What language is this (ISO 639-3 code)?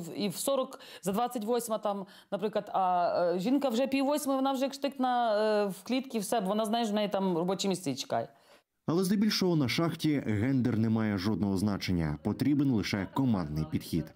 ukr